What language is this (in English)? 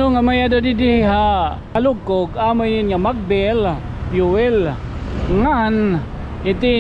Waray